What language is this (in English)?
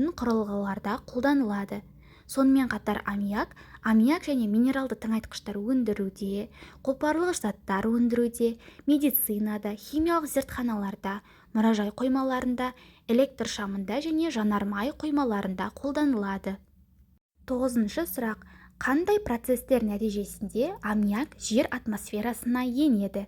Kazakh